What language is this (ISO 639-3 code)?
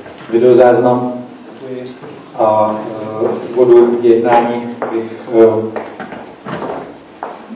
ces